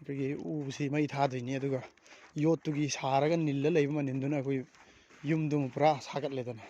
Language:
Manipuri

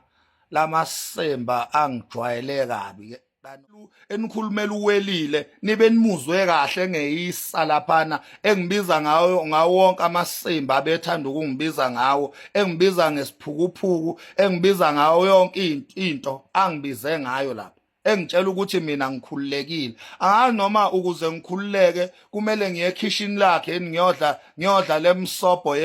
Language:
Zulu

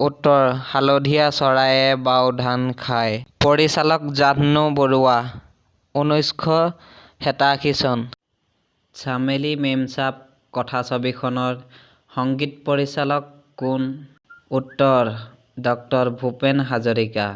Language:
Assamese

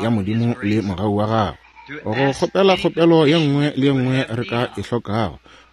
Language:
Northern Sotho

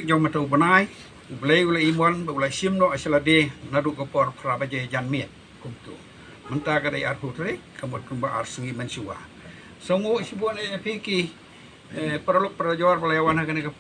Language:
Khasi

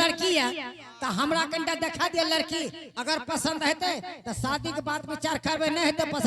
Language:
Angika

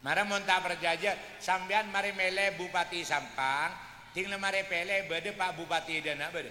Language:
Madurese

